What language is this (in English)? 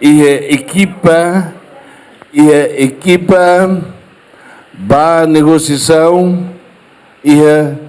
Tetum